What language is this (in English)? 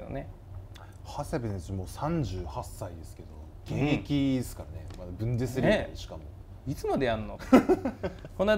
Japanese